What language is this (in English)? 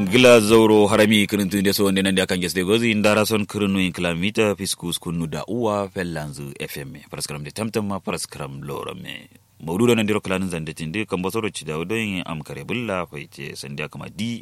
Kanuri